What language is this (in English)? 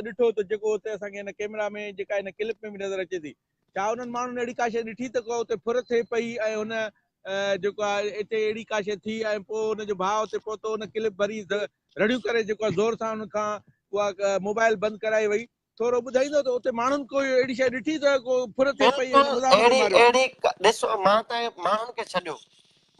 Sindhi